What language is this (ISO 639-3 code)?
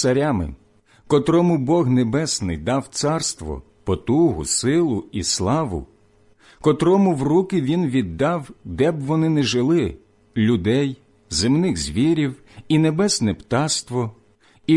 ukr